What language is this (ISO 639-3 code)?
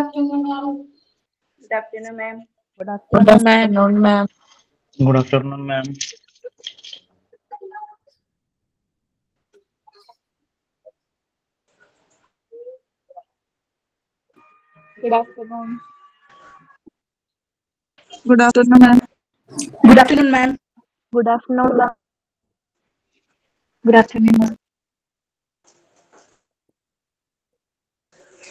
mal